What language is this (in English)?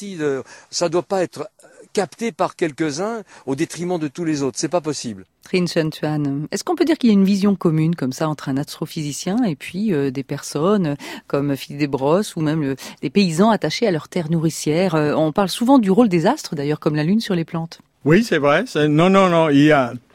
French